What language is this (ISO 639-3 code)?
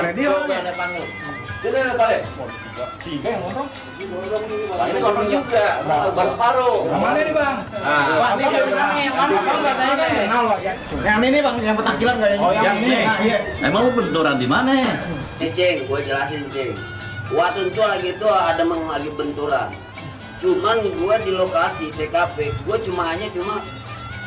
bew